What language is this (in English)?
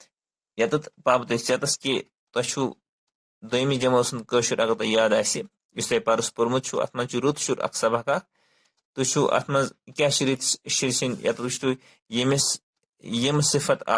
Kashmiri